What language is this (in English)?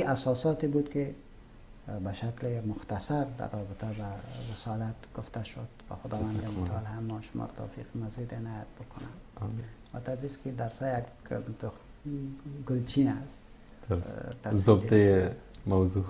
Persian